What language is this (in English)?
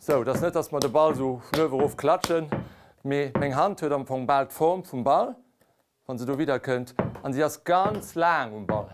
Luxembourgish